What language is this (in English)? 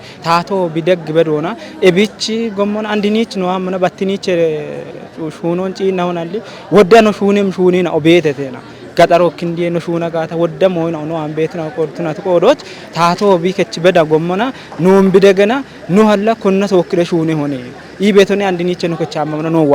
Kafa